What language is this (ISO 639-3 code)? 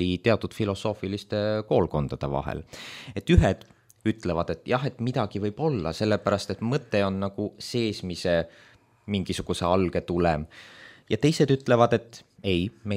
est